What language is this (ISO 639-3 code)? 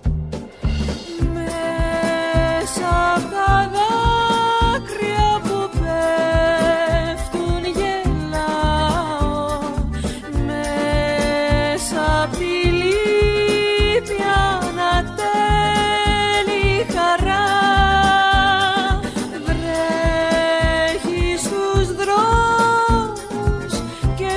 ell